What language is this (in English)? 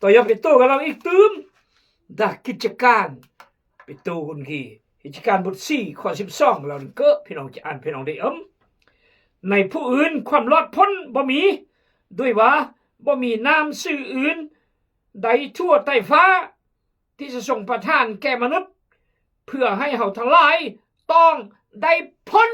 Khmu